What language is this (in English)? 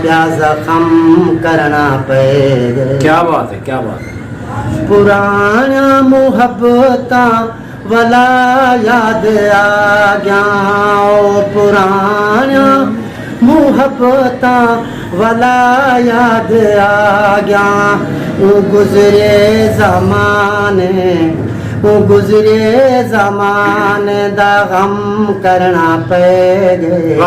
Saraiki